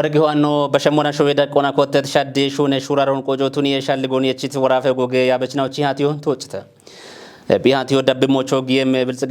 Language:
Kafa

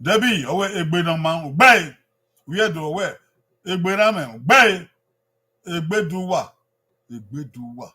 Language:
Bini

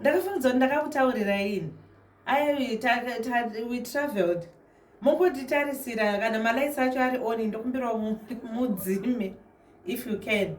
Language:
Shona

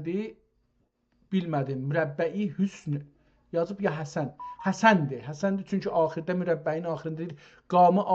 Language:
South Azerbaijani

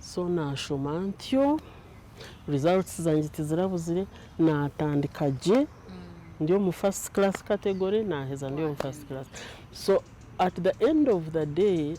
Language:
Nyankole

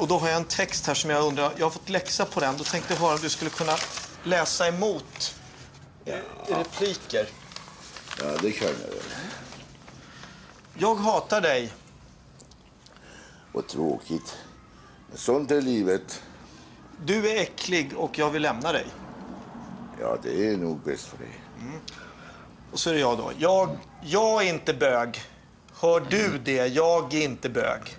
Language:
Swedish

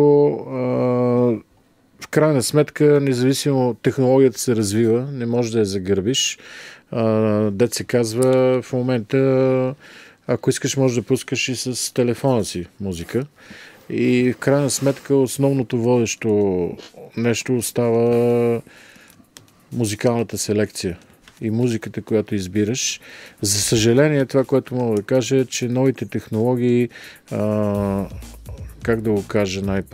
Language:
Bulgarian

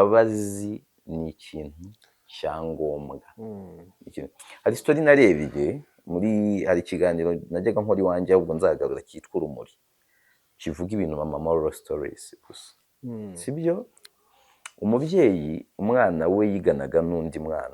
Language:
Kinyarwanda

